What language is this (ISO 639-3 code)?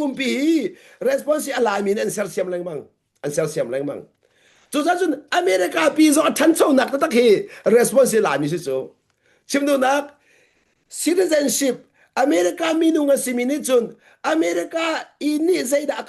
cnh